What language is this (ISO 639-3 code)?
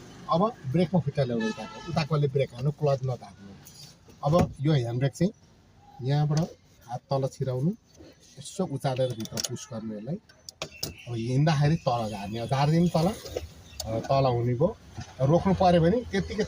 nep